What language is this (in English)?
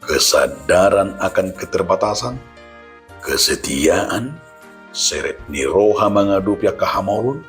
Batak Toba